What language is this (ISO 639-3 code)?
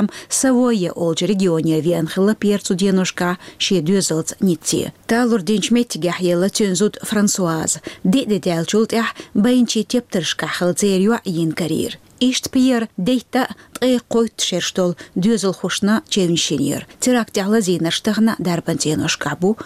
che